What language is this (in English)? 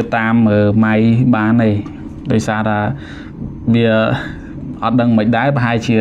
Khmer